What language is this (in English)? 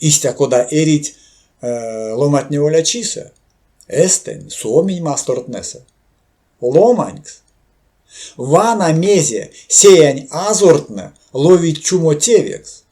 Erzya